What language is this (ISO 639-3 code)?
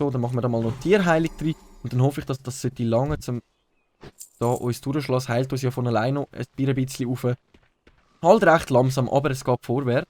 gsw